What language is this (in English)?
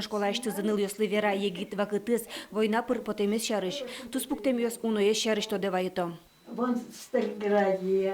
Udmurt